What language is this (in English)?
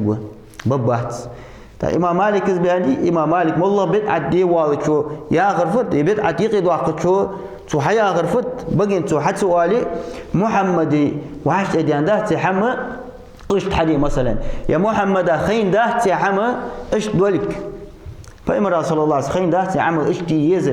Ingush